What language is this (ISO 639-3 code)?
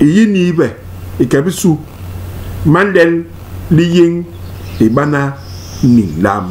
bas